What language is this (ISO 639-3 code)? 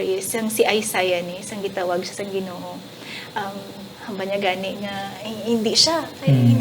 hil